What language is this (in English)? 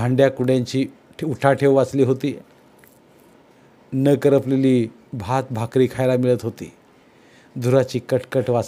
Marathi